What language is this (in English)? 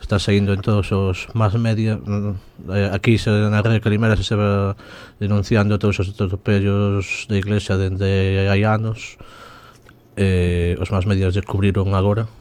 Galician